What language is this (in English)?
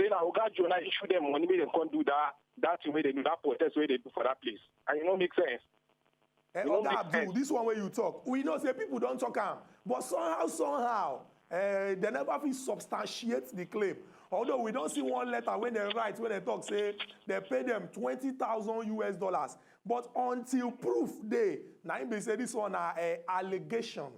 Nigerian Pidgin